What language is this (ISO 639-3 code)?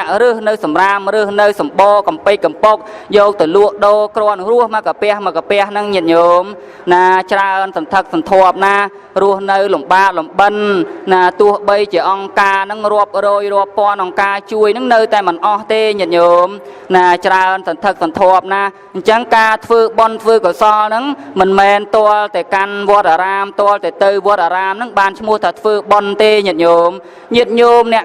khm